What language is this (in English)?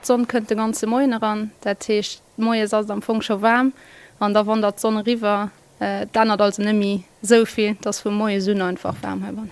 Luxembourgish